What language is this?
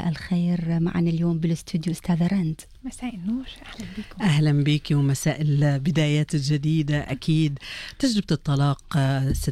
Egyptian Arabic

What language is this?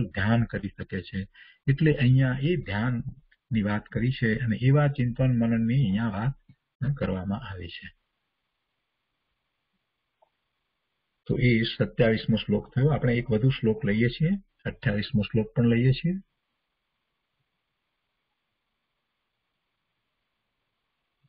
Gujarati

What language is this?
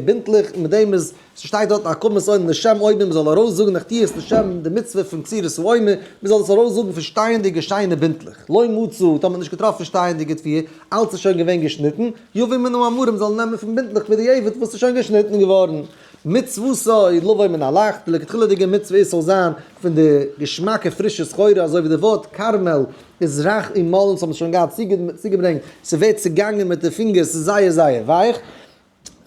Yiddish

